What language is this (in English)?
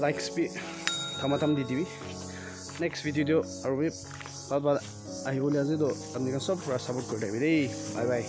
Naga Pidgin